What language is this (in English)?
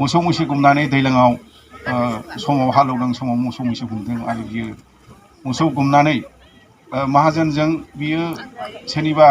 Bodo